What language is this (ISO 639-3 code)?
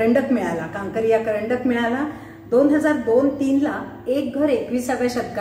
mar